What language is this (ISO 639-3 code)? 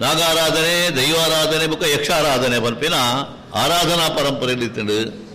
tcy